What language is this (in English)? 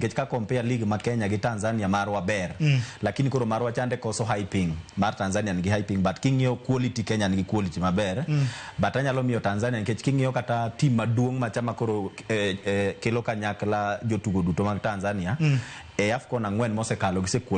Luo (Kenya and Tanzania)